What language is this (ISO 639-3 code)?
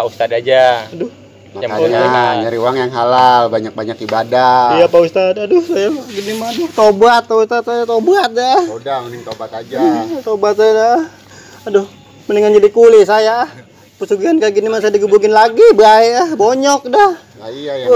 bew